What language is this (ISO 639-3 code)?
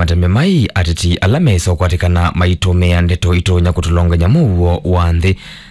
kam